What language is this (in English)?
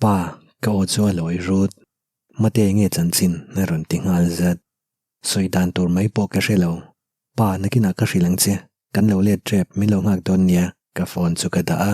Mizo